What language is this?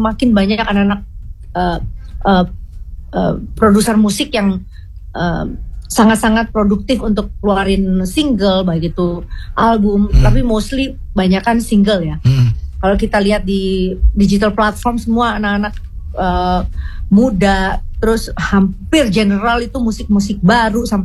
Indonesian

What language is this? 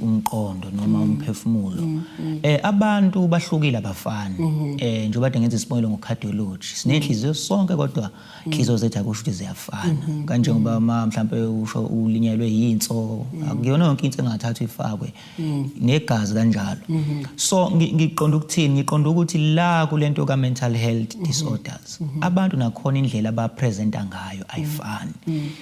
Zulu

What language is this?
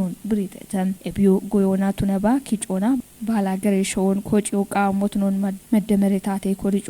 Kafa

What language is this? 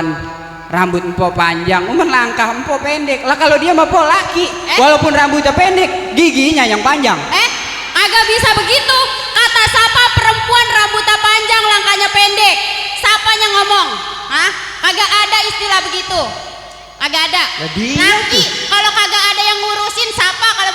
Betawi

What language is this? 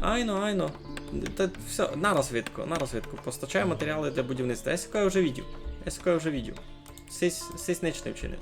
Rusyn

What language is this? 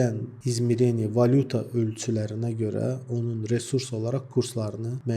Azerbaijani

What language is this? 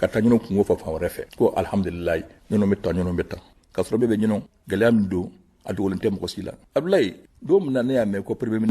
Bambara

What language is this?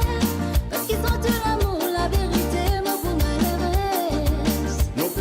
Morisyen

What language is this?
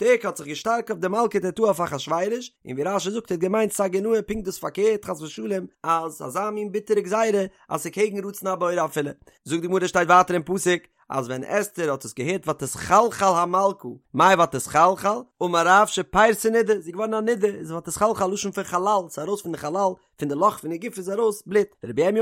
Yiddish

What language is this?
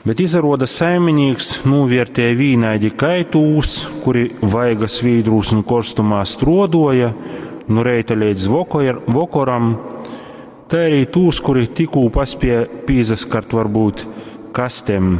Latgalian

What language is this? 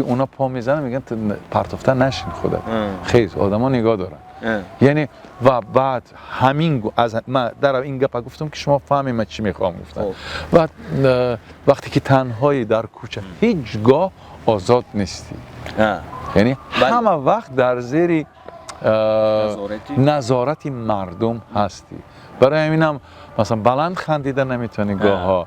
Tajik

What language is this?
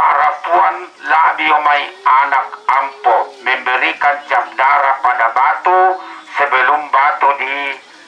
Toraja-Sa'dan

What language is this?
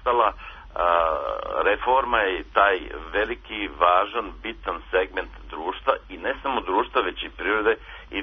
Serbian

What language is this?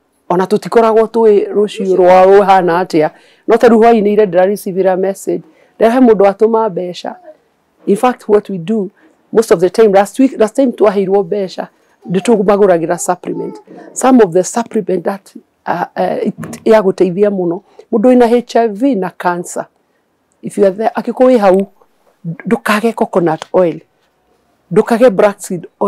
Kikuyu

